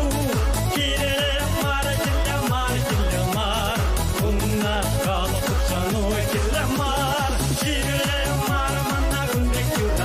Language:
Chuvash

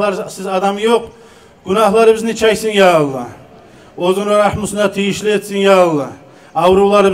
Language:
Kumyk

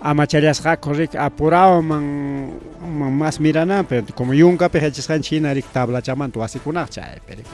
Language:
Ayacucho Quechua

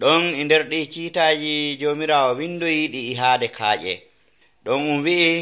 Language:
Nigerian Fulfulde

